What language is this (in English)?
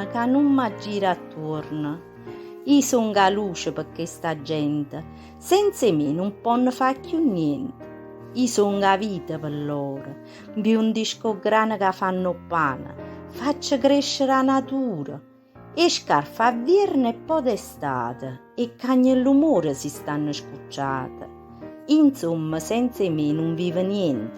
Neapolitan